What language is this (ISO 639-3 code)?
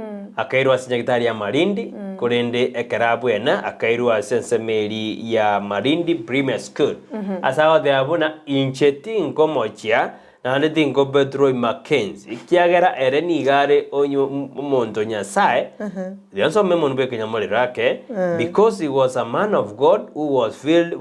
guz